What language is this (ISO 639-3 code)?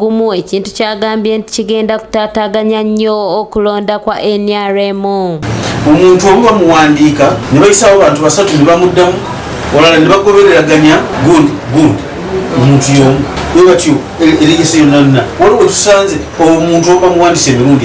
lug